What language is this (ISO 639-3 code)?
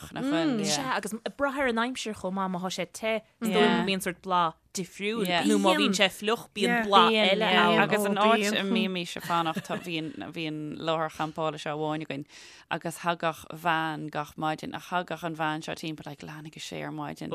gle